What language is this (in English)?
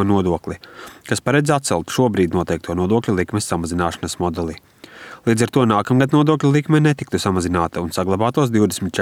Latvian